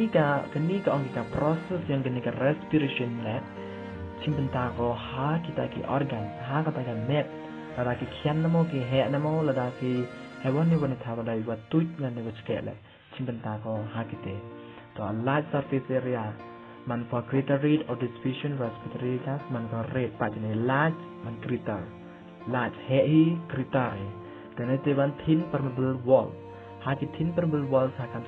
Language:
Khasi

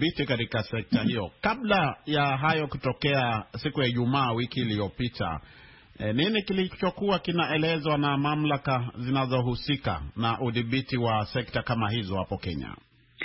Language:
Swahili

